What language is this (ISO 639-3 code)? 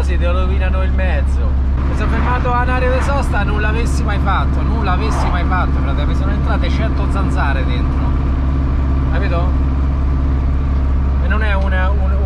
ita